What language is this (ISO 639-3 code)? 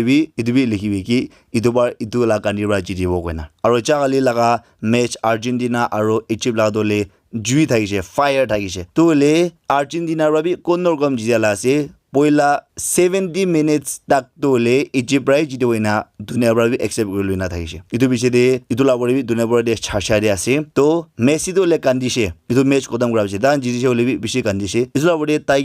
nag